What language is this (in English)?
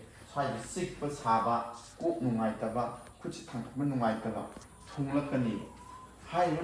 Manipuri